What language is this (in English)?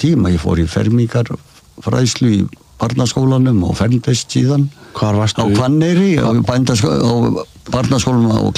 Icelandic